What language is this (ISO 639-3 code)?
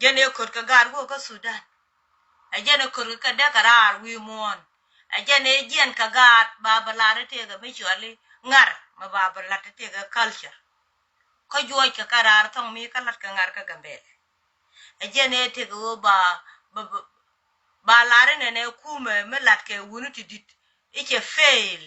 nus